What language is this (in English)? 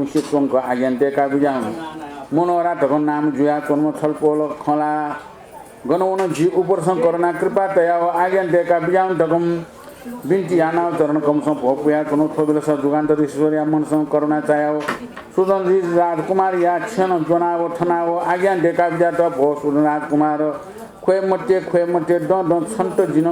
Newari